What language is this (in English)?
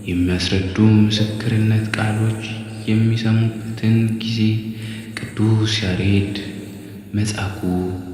Amharic